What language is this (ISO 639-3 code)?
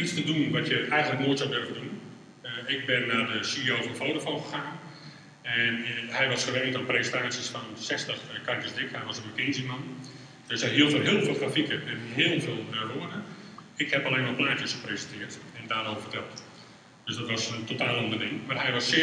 nld